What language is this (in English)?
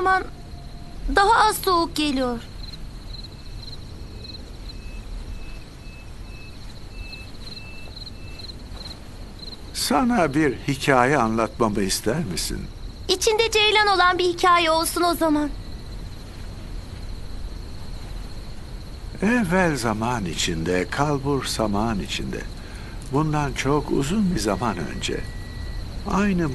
Turkish